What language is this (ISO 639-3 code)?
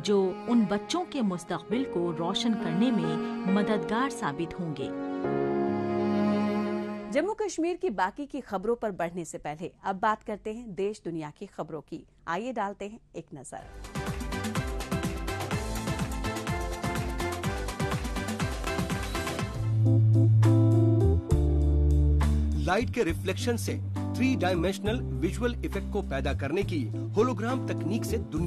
hin